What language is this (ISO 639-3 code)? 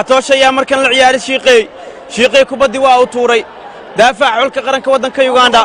som